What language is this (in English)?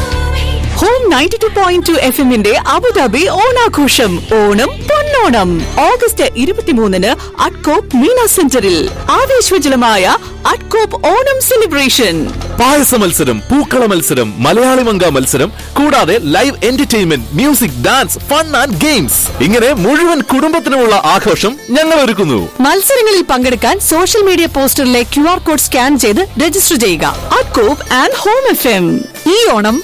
Malayalam